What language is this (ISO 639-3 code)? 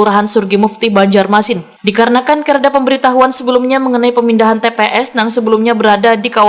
bjn